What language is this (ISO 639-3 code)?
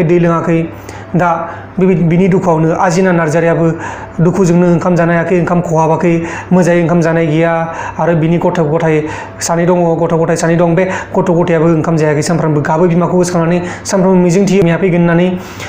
brx